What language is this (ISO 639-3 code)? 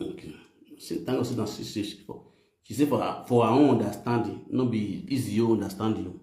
pcm